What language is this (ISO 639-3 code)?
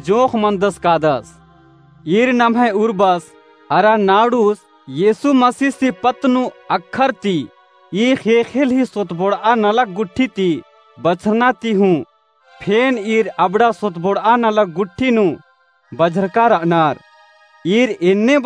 kru